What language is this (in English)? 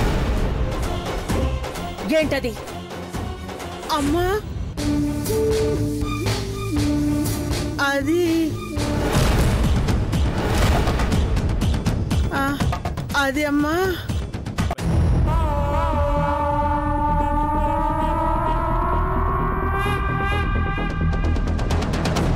Telugu